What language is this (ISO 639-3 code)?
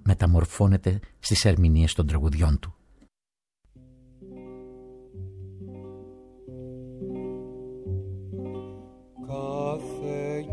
ell